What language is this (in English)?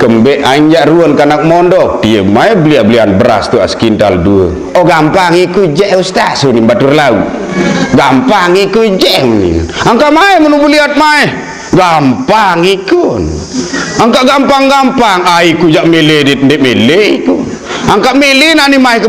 Sasak